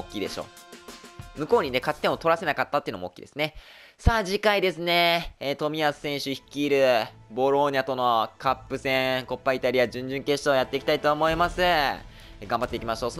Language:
Japanese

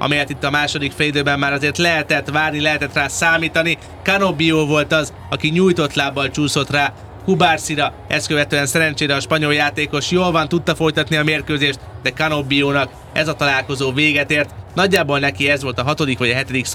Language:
Hungarian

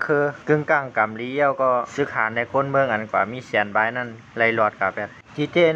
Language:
Shan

